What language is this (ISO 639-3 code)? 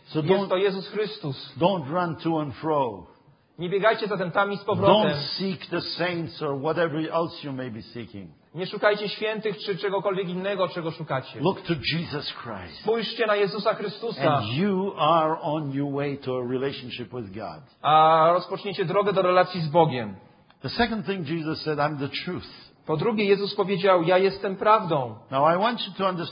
pol